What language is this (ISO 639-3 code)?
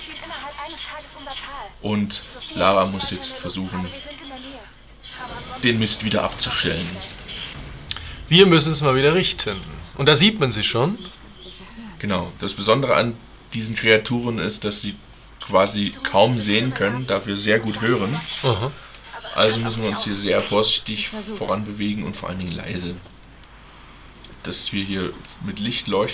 deu